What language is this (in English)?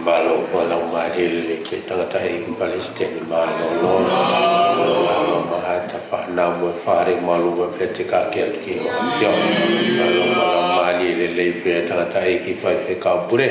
Tongan